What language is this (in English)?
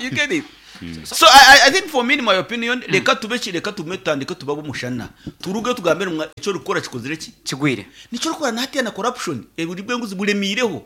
Nyankole